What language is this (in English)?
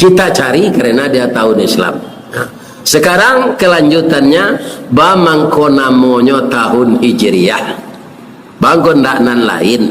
Minangkabau